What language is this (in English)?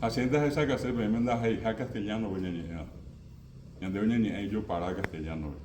Guarani